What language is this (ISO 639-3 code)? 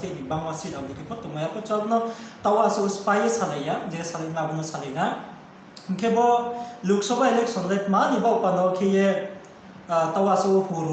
ria